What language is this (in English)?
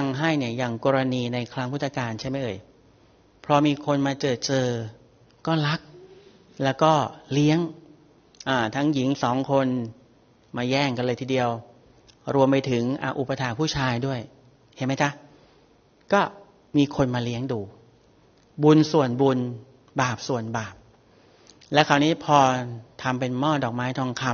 Thai